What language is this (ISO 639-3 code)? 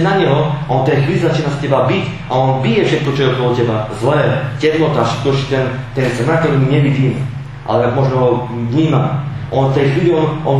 slk